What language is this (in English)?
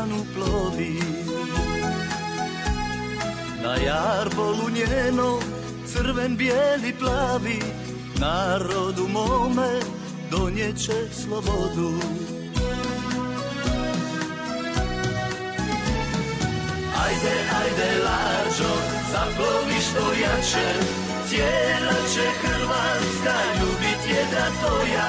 Croatian